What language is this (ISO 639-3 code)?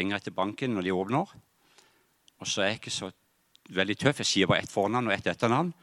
nor